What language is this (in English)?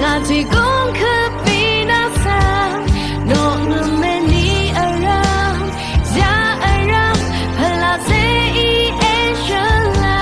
Rawang